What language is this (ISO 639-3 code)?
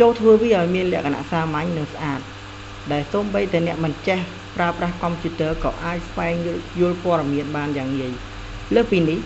khm